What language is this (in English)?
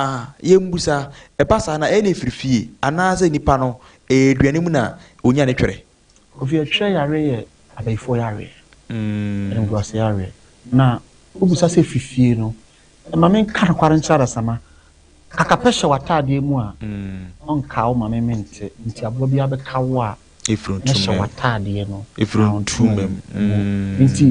Akan